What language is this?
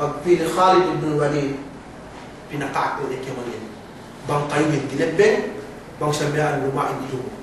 Yakan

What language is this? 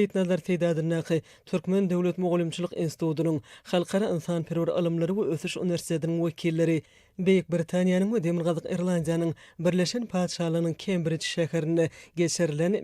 Turkmen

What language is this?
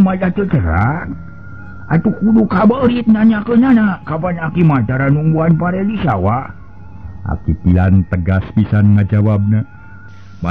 Sundanese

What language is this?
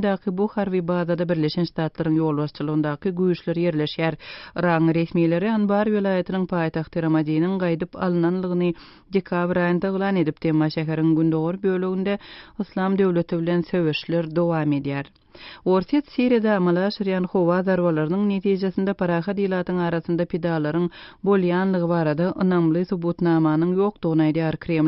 Turkmen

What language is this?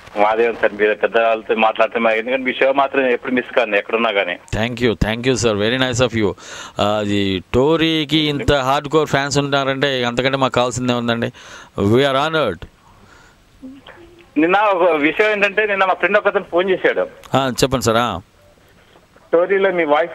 Telugu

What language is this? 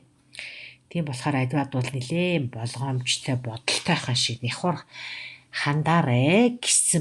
Mongolian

